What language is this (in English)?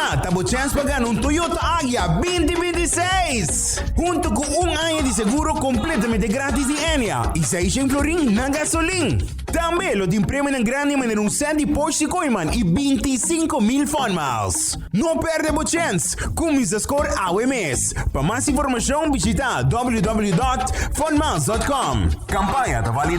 Papiamento